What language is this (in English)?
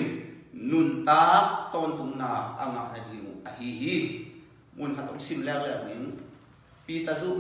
Tedim Chin